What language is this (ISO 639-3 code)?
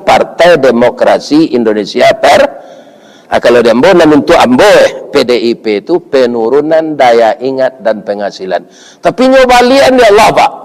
min